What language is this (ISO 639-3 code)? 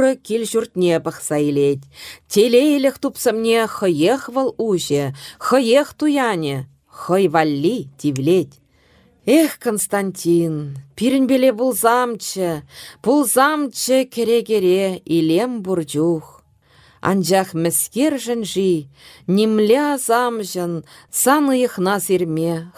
chv